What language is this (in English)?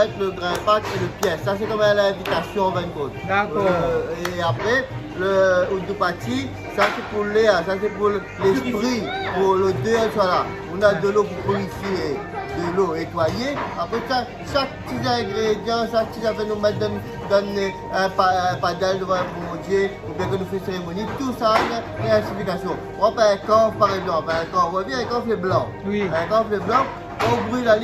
Réunion Creole French